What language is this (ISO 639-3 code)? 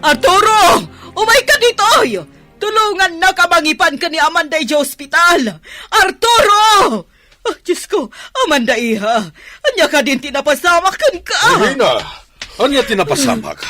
ilo